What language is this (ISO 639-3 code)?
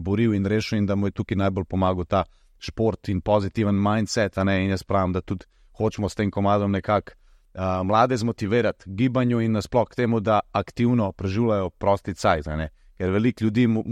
slv